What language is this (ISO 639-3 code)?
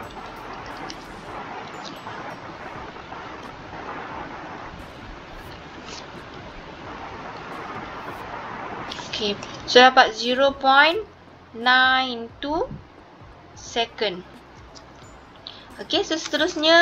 msa